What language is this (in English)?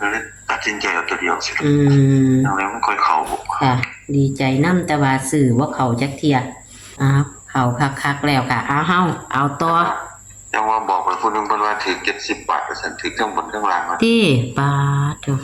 Northeastern Thai